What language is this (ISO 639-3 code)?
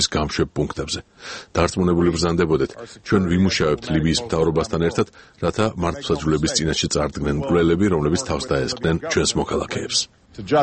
kat